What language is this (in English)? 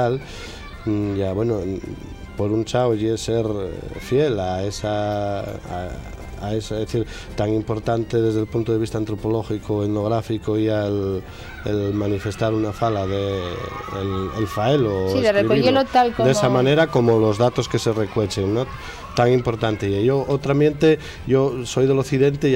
Asturian